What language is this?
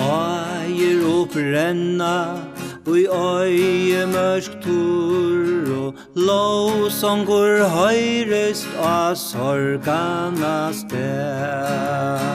Faroese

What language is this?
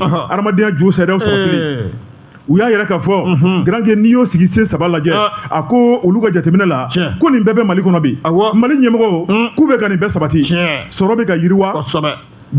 Bambara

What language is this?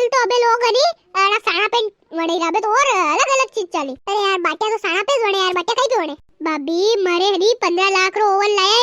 Rajasthani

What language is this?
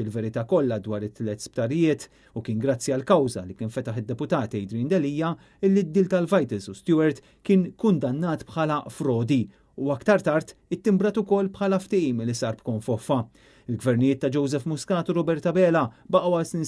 Maltese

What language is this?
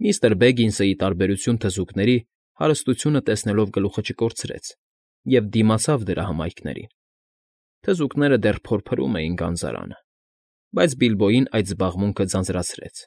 Armenian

